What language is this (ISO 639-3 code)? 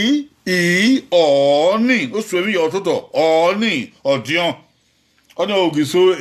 bin